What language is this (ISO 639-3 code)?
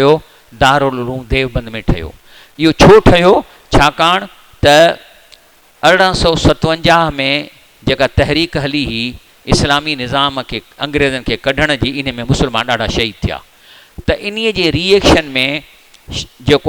snd